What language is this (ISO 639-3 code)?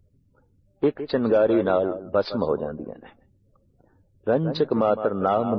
pan